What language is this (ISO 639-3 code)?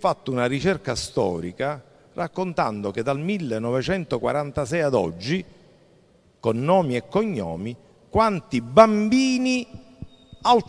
ita